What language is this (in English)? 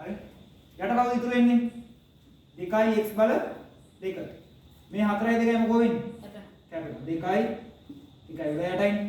Sinhala